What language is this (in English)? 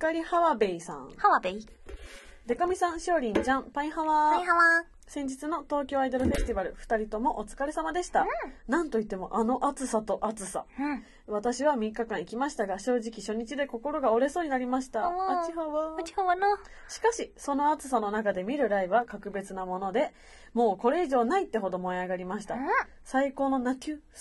Japanese